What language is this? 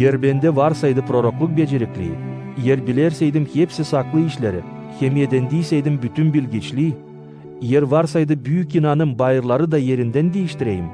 Gagauz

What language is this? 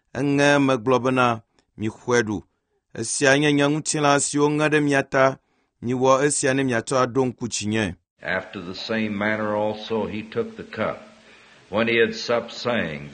Ewe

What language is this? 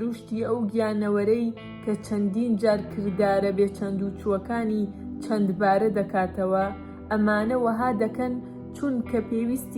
Central Kurdish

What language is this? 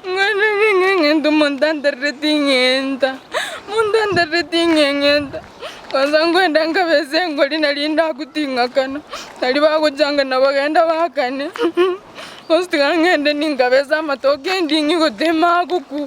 Gusii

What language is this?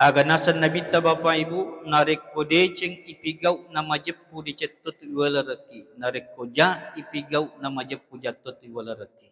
Buginese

